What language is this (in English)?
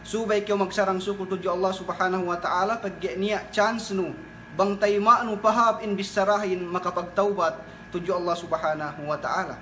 Yakan